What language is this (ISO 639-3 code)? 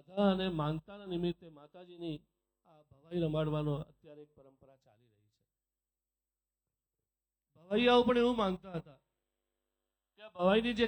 guj